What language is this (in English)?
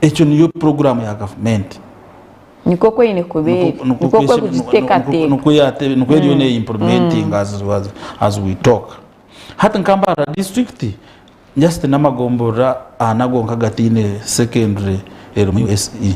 Nyankole